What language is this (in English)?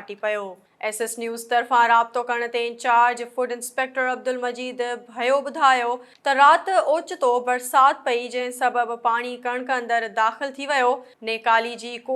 Sindhi